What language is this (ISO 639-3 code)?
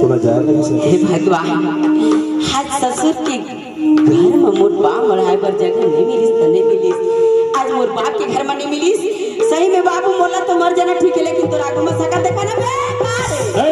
hne